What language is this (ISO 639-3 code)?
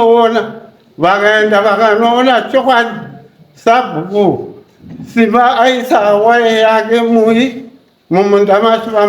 sna